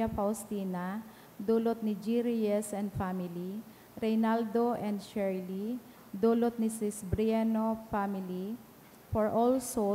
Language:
Bikol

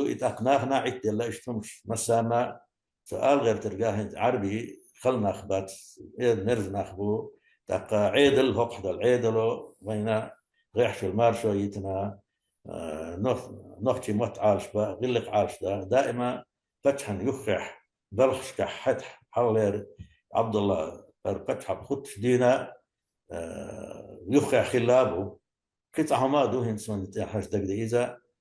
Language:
Chechen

